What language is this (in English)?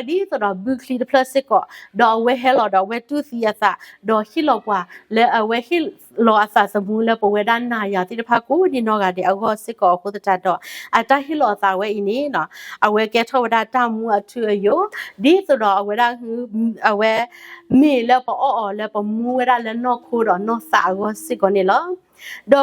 S'gaw Karen